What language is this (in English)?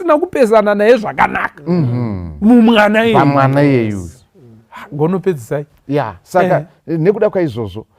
Shona